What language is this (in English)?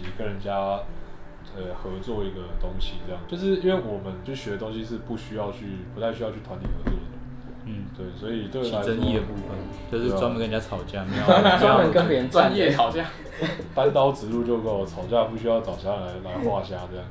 Chinese